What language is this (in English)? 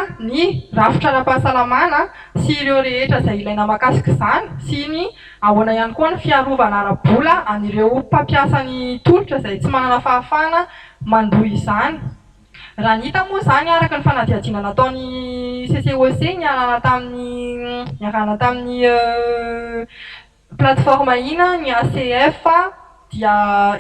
Malagasy